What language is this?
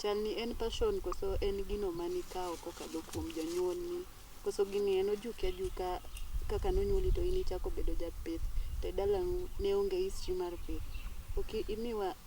Luo (Kenya and Tanzania)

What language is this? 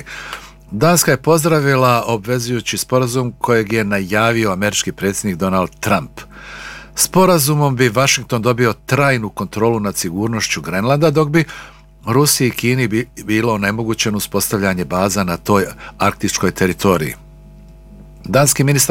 Bosnian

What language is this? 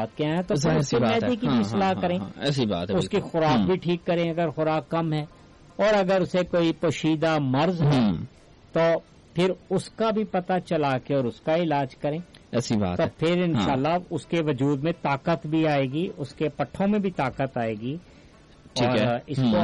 Urdu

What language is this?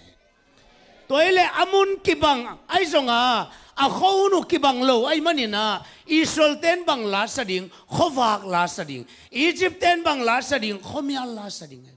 Tedim Chin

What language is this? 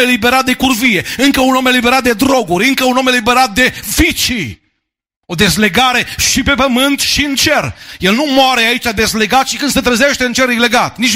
Romanian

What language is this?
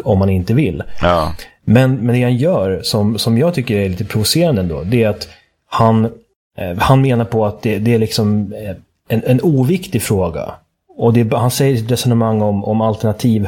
Swedish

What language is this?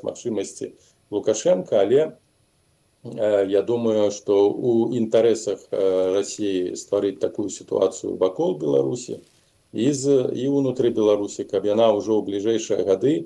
Belarusian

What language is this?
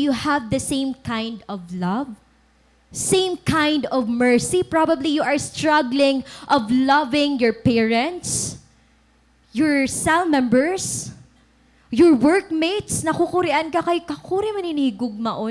Waray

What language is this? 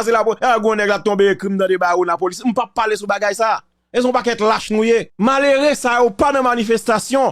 Haitian Creole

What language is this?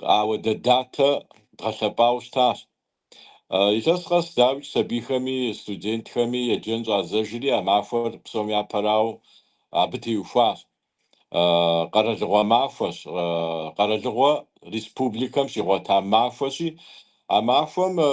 Kabardian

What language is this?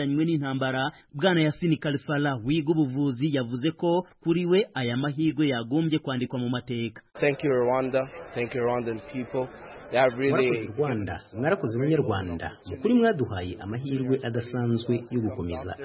Kinyarwanda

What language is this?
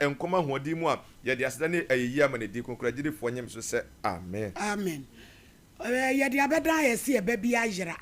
Akan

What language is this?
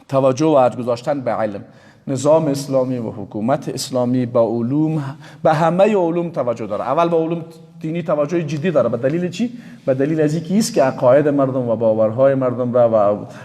Persian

